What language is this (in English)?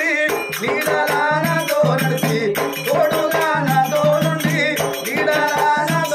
Telugu